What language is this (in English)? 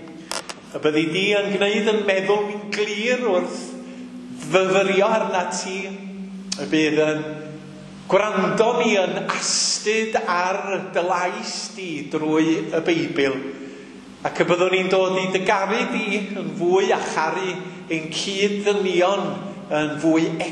Welsh